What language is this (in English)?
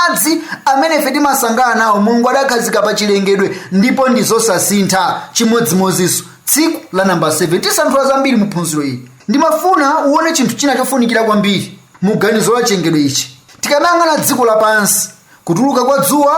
Nyanja